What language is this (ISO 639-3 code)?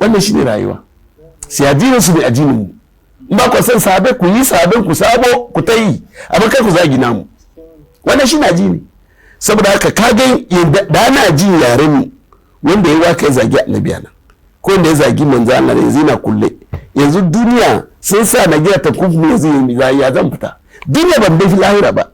hau